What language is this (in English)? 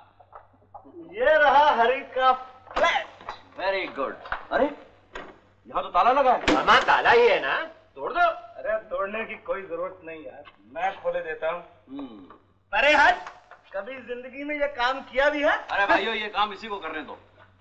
Hindi